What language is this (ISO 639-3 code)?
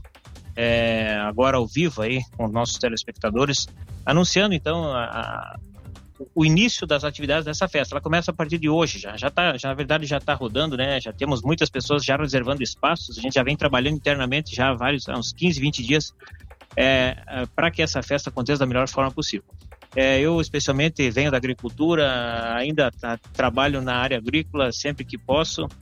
por